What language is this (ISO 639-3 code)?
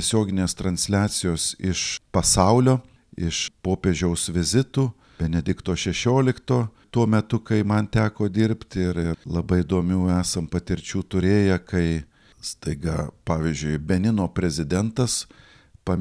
lit